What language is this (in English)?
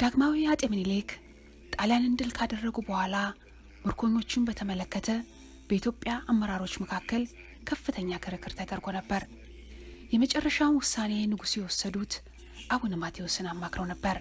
Amharic